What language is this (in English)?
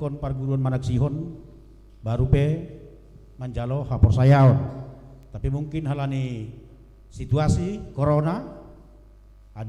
Batak Simalungun